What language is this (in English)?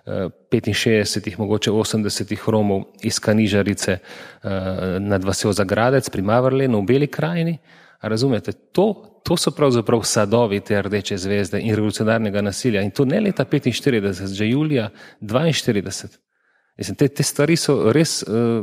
Slovenian